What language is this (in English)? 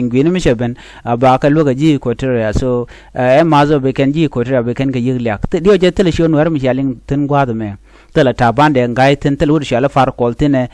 Nuer